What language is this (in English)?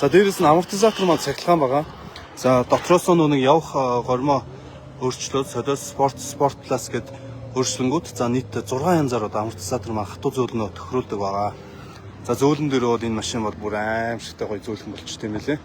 Mongolian